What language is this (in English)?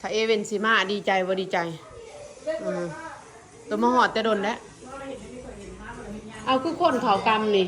Lao